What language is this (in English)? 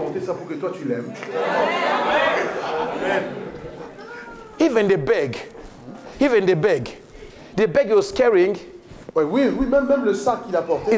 French